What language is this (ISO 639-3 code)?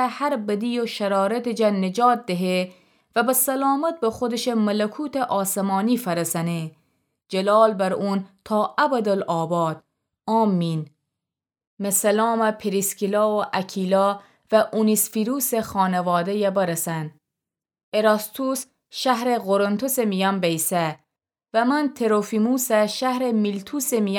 glk